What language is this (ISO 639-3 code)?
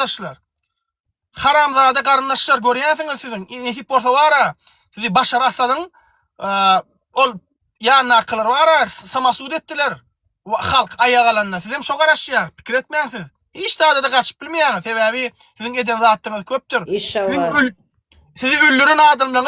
tuk